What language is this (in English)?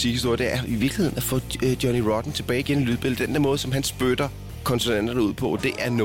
Danish